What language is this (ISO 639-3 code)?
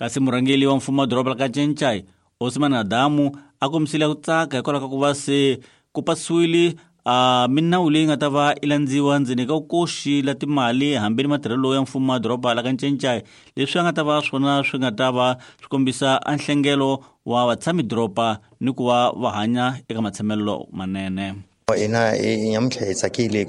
tso